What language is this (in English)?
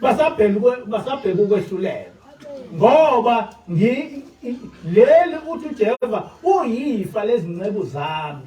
Zulu